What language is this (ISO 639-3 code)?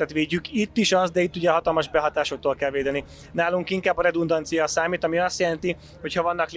hun